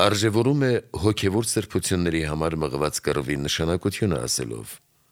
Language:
Armenian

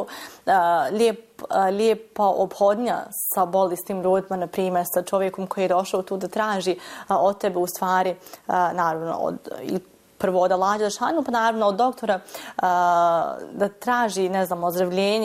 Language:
Bosnian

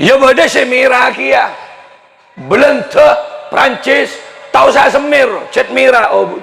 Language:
Madurese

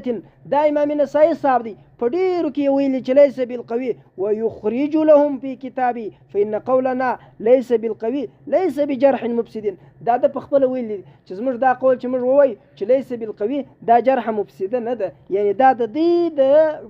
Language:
Pashto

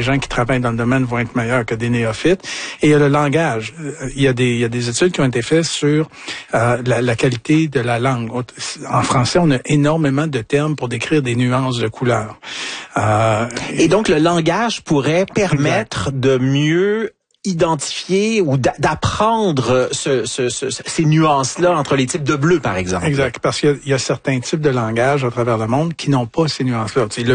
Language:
French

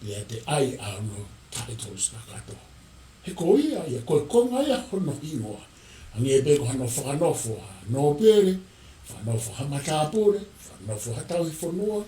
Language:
Tongan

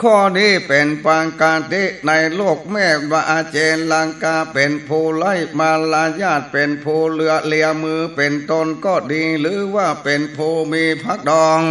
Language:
Northern Thai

